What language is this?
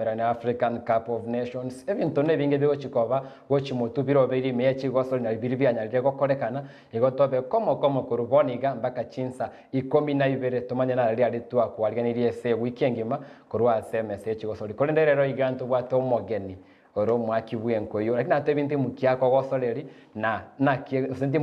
Gusii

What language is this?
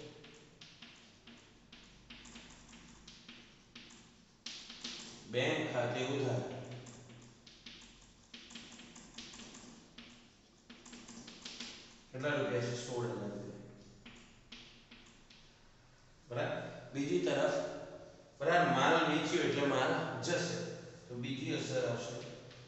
Gujarati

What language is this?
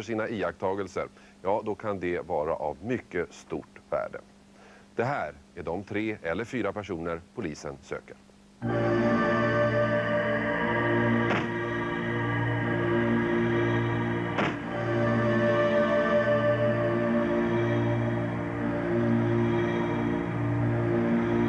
Swedish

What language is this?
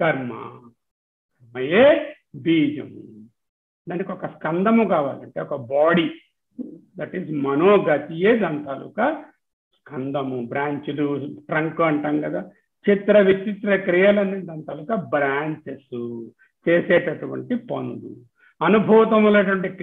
Telugu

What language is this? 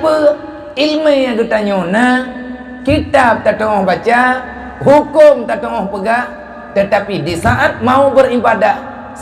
Achinese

